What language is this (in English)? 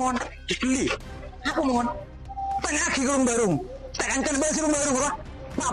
Madurese